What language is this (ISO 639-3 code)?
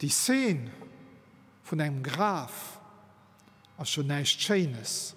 ltz